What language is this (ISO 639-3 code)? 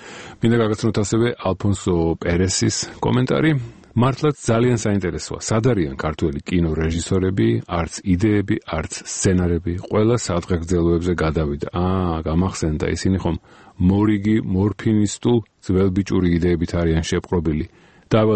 kat